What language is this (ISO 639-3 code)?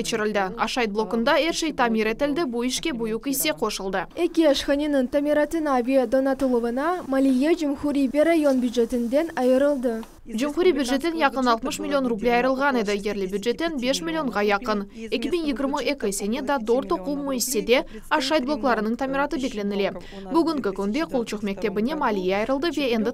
crh